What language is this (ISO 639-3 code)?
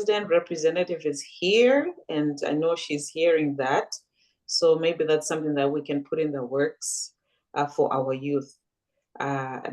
eng